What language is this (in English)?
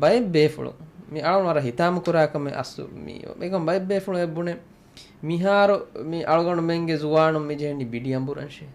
Divehi